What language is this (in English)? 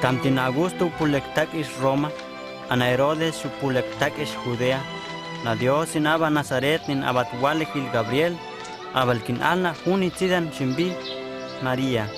Huastec